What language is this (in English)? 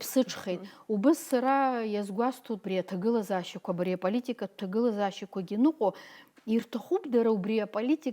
Abkhazian